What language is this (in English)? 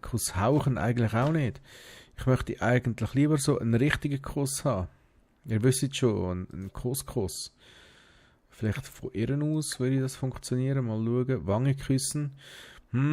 Swiss German